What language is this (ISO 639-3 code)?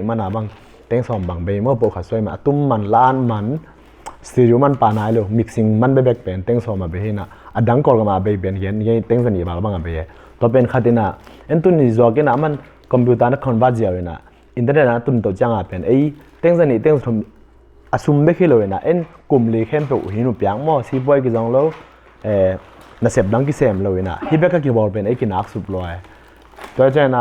ctd